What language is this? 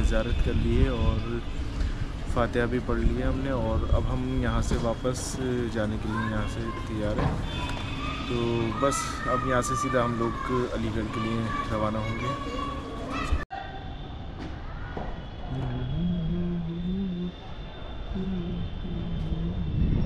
Hindi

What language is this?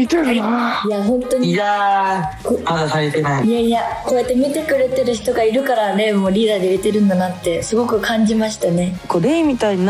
Japanese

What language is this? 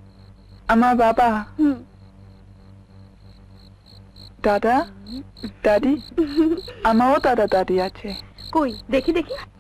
Bangla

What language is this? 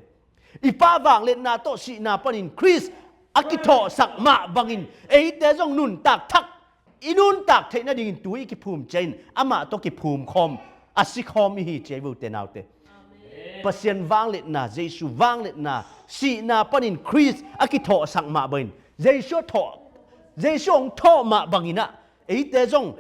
Tedim Chin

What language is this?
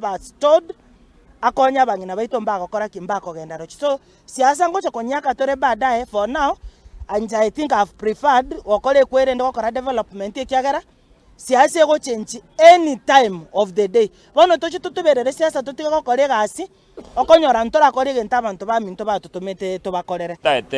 Gusii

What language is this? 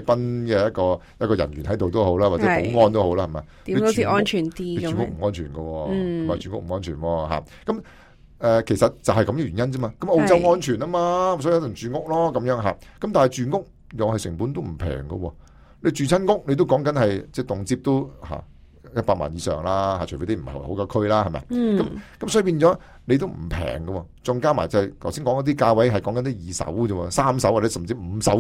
Cantonese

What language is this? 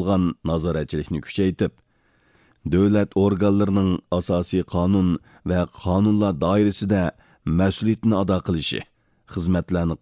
Uyghur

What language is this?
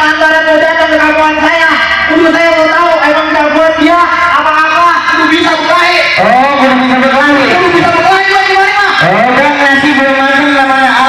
Betawi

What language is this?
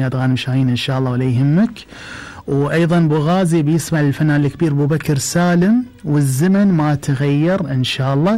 Gulf Arabic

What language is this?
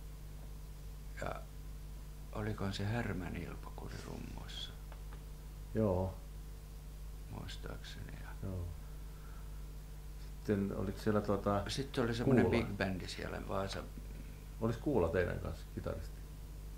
Finnish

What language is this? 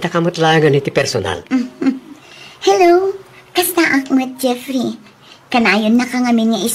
Iloko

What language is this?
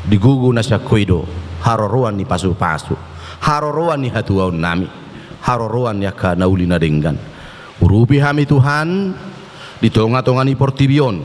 Batak Toba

